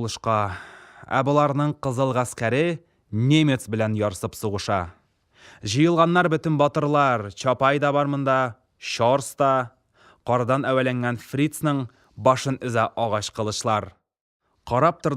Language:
Tatar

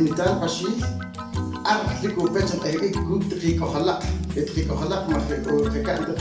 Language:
Poqomchi'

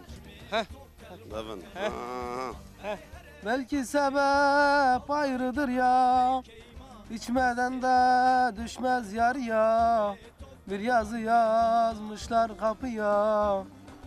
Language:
Zaza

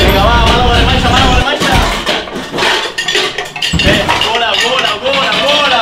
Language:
Basque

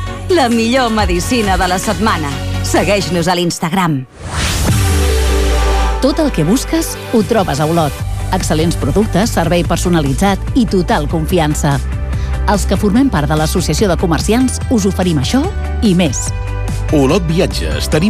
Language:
Catalan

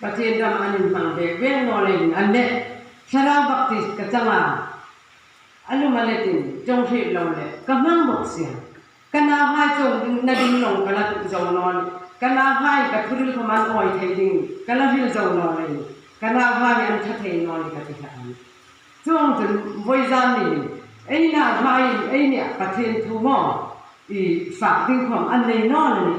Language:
Hmar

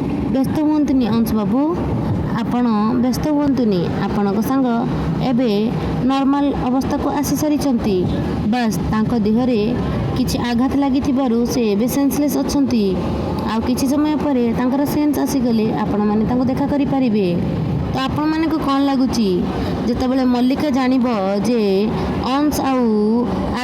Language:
Odia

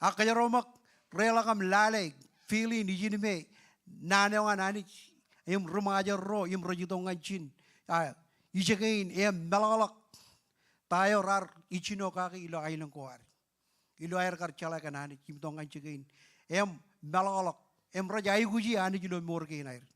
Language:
Marshallese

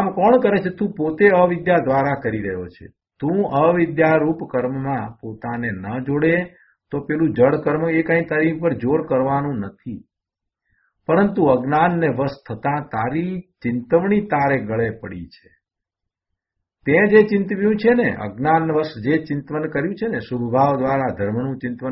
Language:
Gujarati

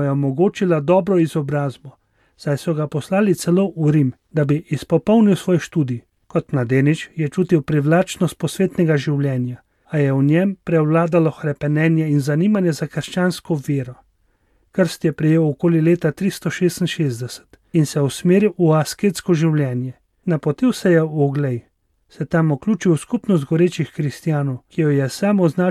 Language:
Slovenian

